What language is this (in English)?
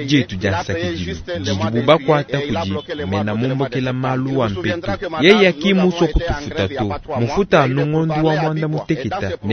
Luba-Lulua